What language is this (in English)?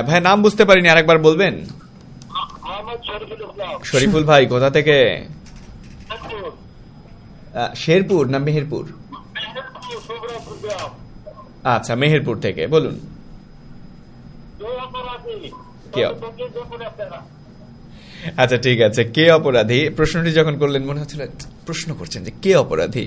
Bangla